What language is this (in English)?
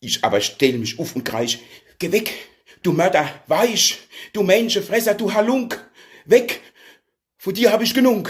Palatine German